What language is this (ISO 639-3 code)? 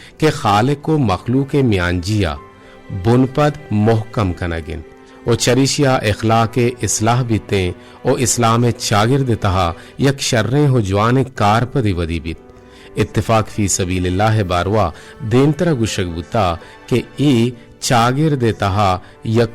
bgp